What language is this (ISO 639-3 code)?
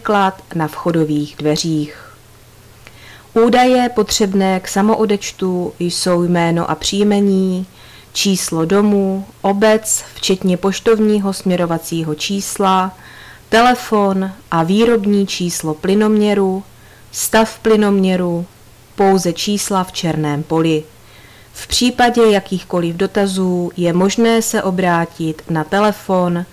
ces